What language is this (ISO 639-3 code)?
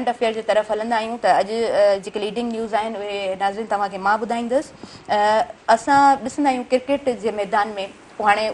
snd